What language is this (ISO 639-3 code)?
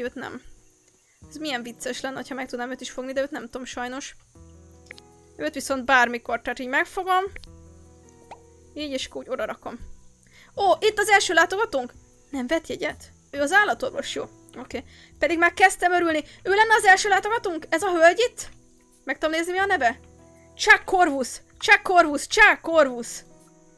hun